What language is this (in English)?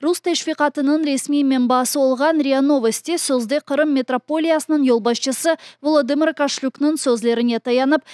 Crimean Tatar